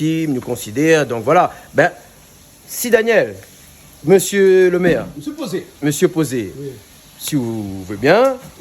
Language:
Réunion Creole French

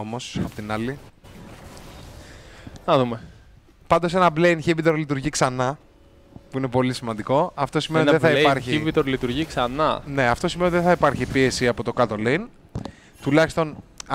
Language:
Greek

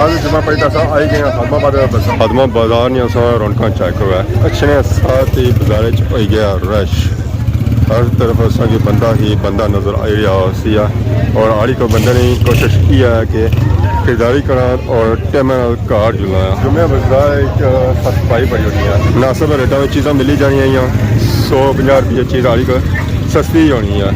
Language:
Pahari-Potwari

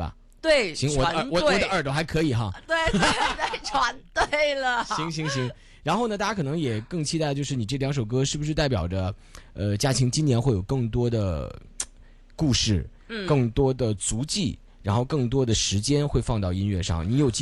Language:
Chinese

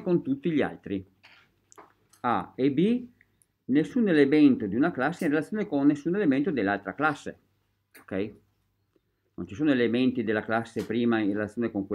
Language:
Italian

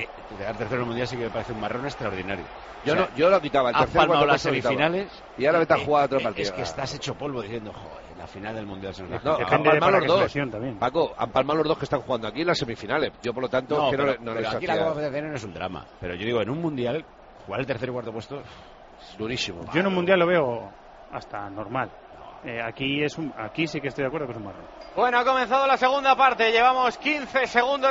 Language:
Spanish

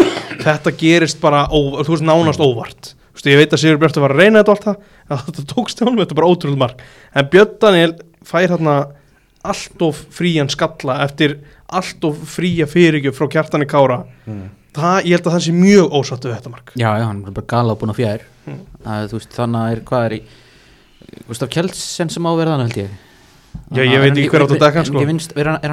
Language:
Icelandic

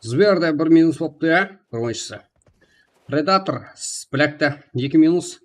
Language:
Kara-Kalpak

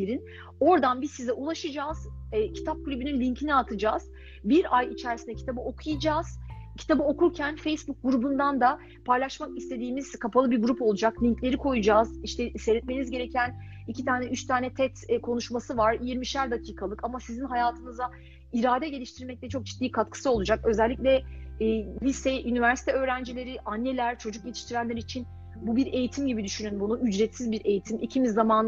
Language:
Turkish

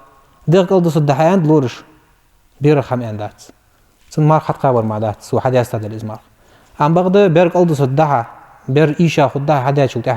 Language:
Ingush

